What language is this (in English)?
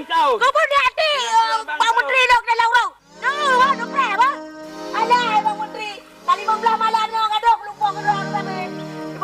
Achinese